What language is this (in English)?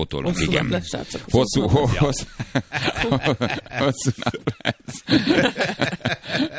Hungarian